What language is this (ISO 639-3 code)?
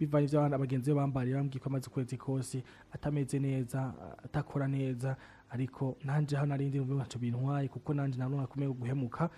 run